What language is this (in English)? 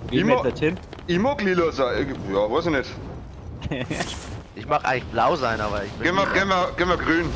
Bavarian